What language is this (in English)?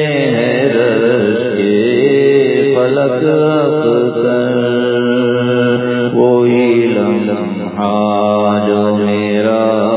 Urdu